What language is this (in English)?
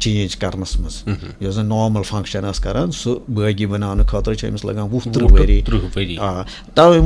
Kashmiri